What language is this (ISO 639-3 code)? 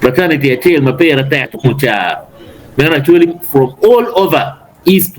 ach